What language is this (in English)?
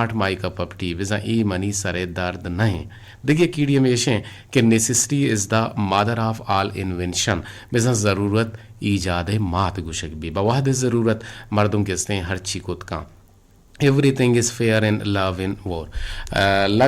Eastern Balochi